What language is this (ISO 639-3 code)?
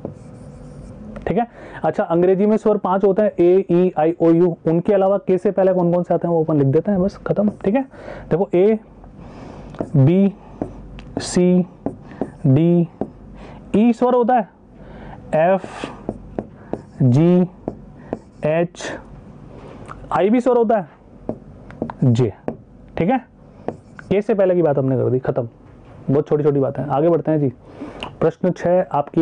hin